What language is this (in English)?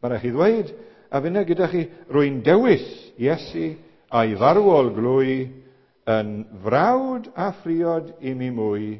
Welsh